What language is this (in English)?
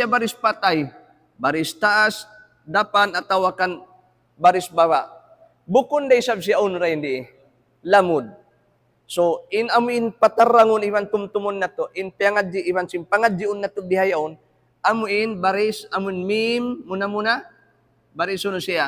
Tausug